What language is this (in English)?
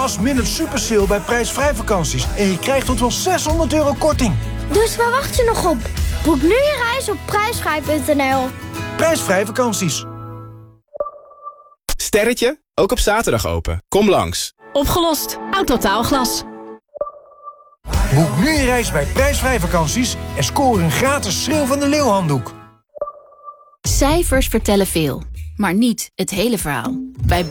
Dutch